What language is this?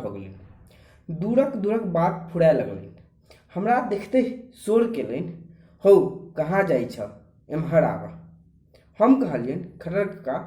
Maithili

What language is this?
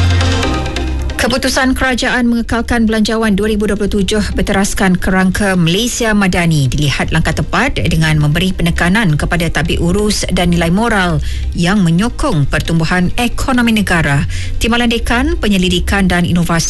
Malay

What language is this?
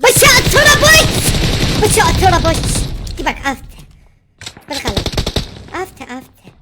Mesopotamian Arabic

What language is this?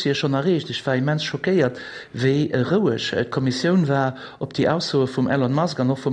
Luxembourgish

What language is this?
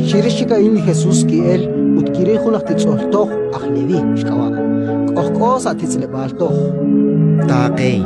Kekchí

